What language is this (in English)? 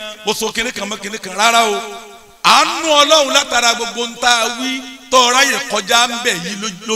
Yoruba